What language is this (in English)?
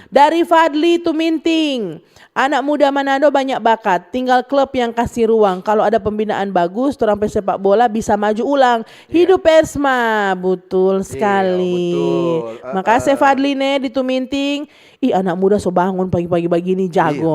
Manado Malay